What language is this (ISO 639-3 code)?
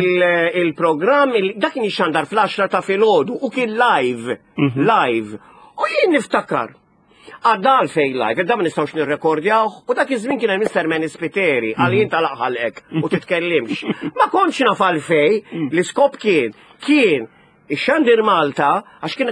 mlt